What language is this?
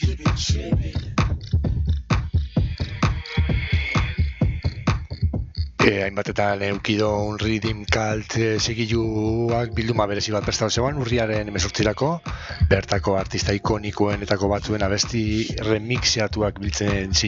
Basque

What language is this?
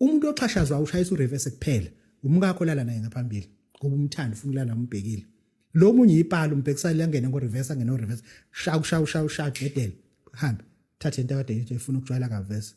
Zulu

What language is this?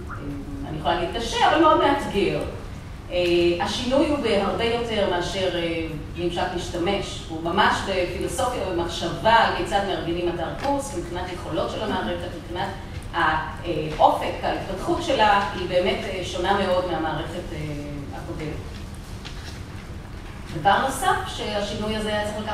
Hebrew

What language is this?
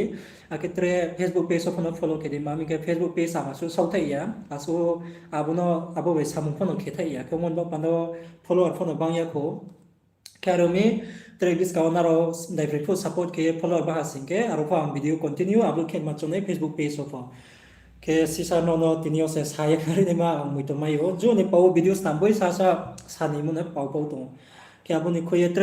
Riang (India)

